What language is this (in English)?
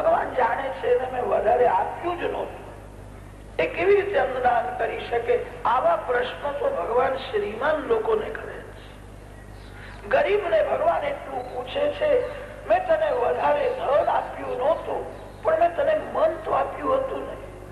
Gujarati